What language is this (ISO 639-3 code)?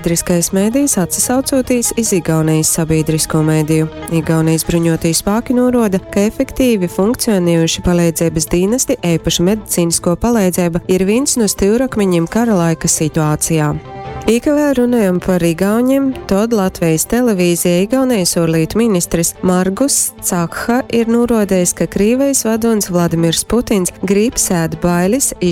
ltg